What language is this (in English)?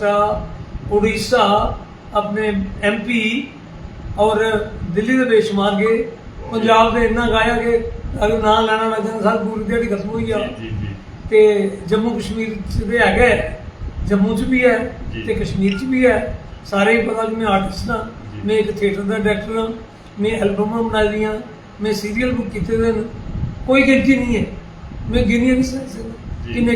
Dogri